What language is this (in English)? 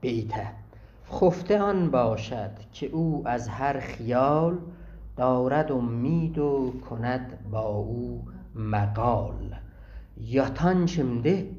South Azerbaijani